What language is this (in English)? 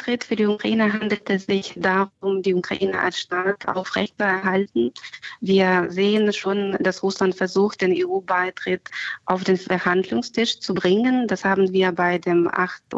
German